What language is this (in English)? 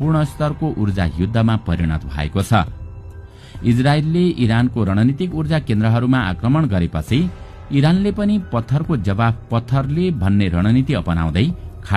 Nepali